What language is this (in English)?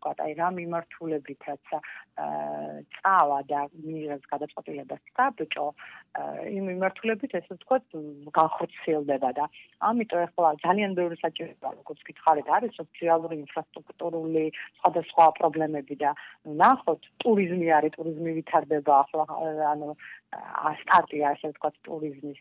Georgian